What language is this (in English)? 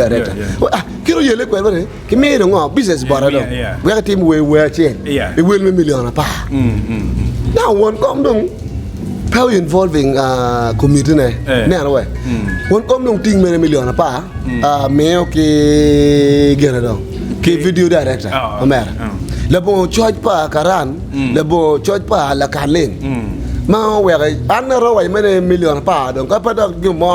Acoli